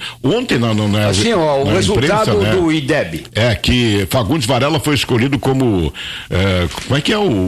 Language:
Portuguese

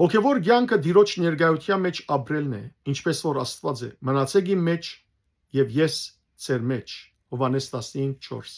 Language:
Western Armenian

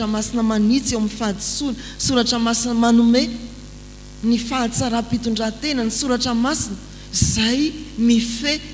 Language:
Malagasy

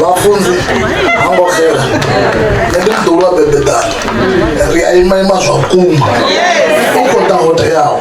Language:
Venda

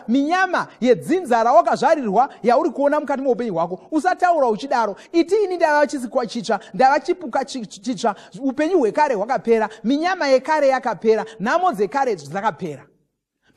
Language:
Shona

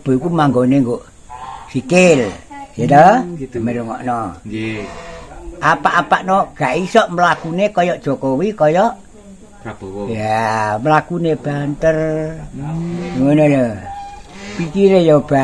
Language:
Javanese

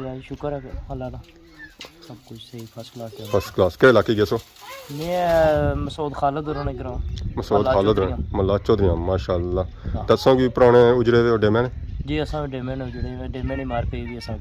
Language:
Pahari-Potwari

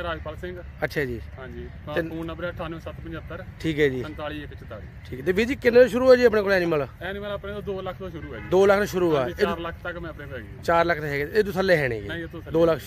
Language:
Punjabi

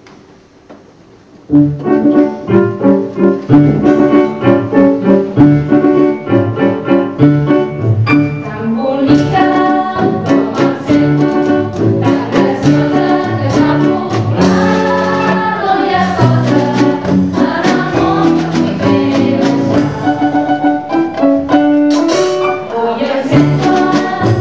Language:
Catalan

